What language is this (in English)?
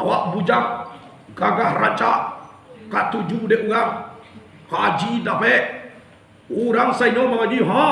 Minangkabau